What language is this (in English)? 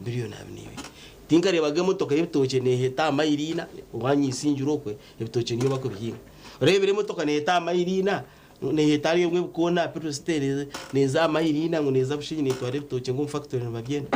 Nyankole